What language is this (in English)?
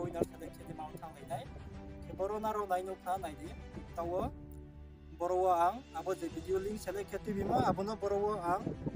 Riang (India)